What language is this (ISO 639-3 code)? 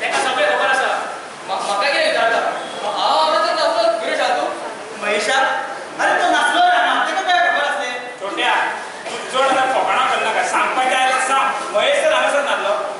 kok